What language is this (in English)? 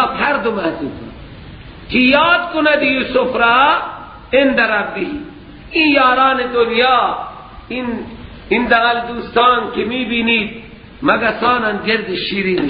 Persian